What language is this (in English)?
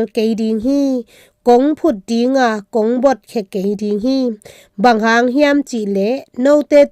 Tedim Chin